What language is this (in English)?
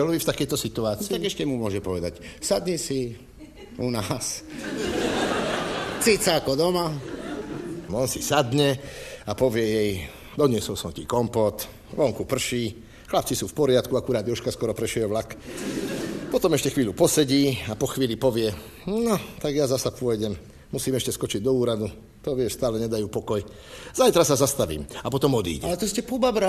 Slovak